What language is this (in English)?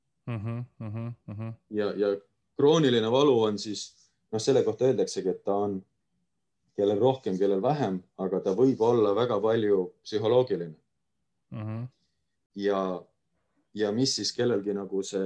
Estonian